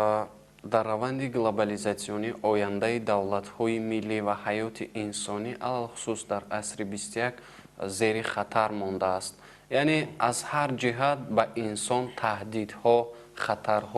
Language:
Tajik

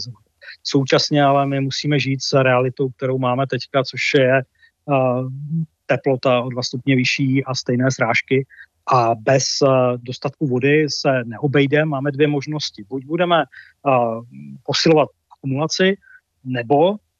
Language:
Czech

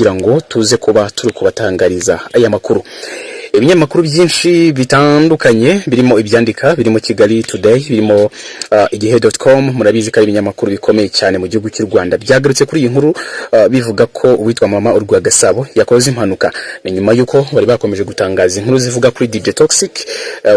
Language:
Kinyarwanda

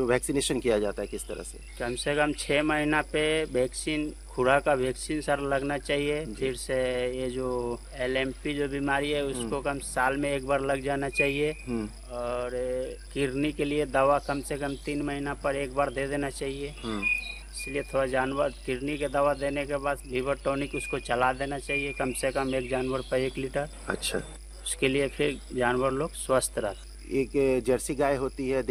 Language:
Hindi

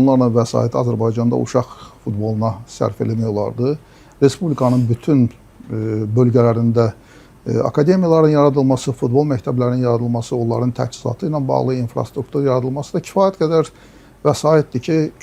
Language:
Azerbaijani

